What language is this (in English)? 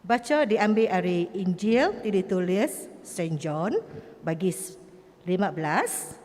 Iban